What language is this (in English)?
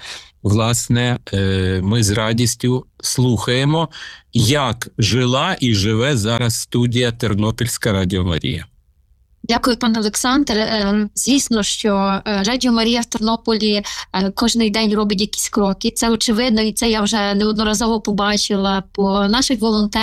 Ukrainian